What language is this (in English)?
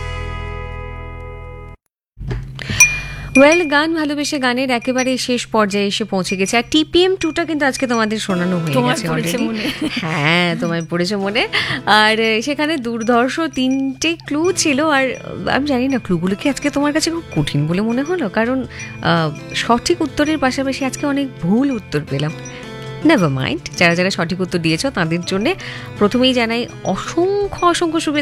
Bangla